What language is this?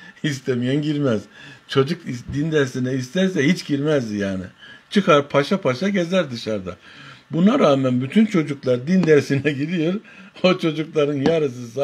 Turkish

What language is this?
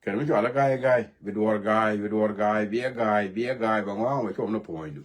Nuer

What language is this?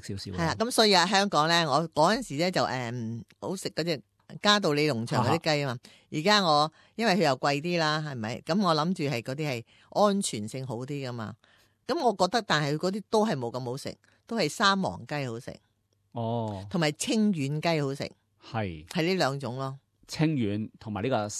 Cantonese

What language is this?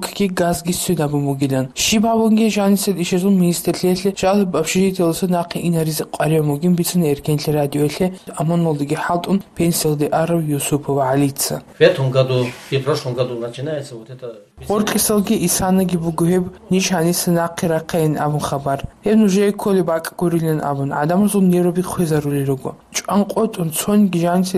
Avaric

